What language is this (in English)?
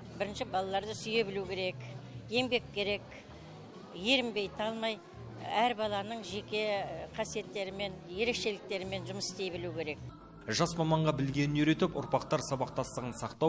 Kazakh